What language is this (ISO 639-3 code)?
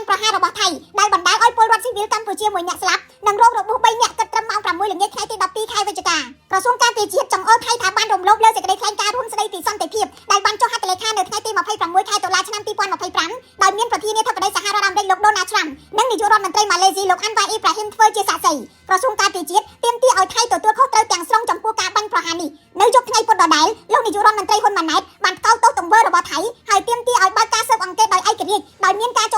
khm